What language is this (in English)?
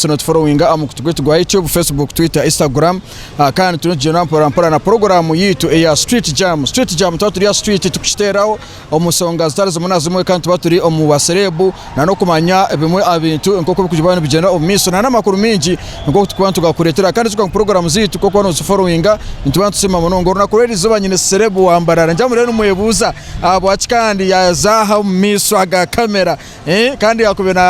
Nyankole